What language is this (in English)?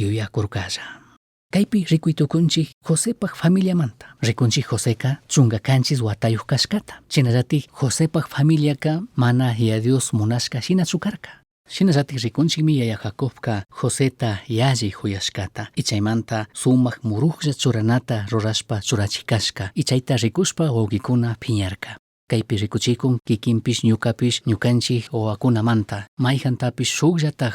Chimborazo Highland Quichua